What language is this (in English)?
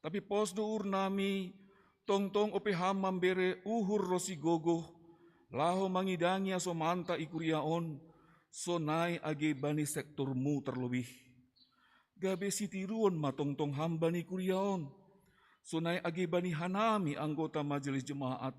Batak Simalungun